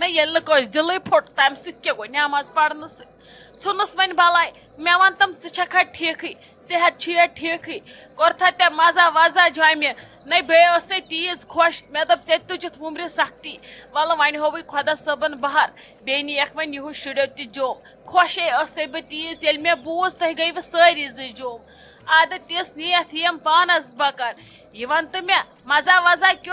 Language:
Kashmiri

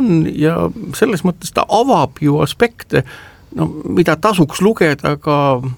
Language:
Estonian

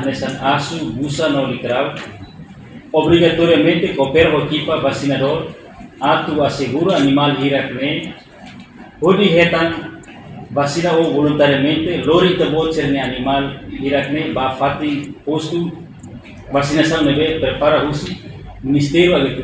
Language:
Tetum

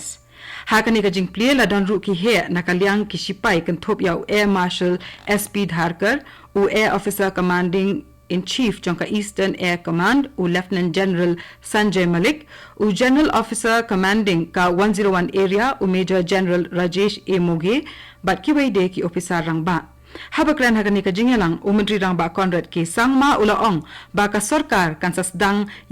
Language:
Khasi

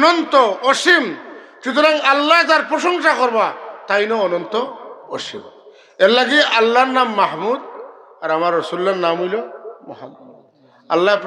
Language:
Sylheti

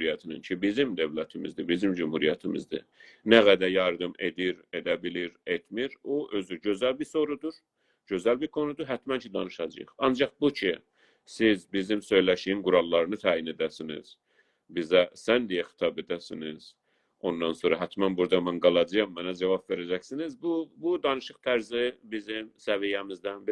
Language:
South Azerbaijani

